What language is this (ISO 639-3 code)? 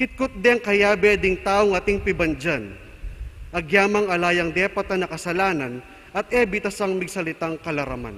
pam